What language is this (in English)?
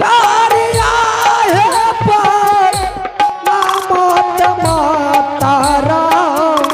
Angika